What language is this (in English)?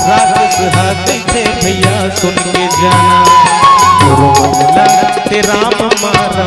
Chhattisgarhi